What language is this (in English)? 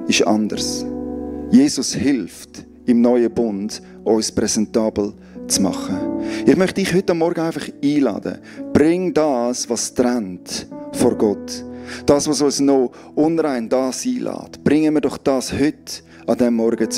Swiss German